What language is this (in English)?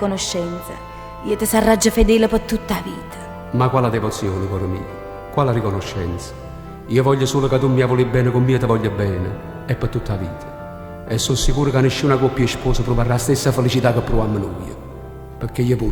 Neapolitan